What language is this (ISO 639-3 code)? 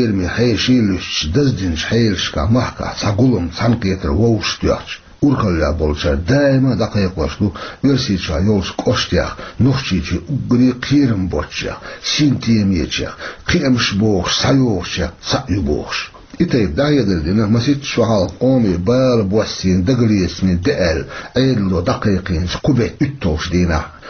che